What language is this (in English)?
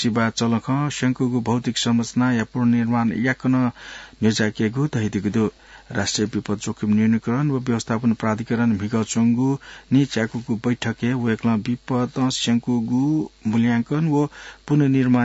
Newari